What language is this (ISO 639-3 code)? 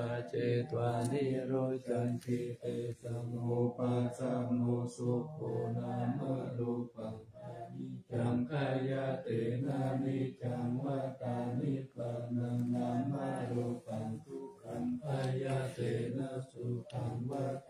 pli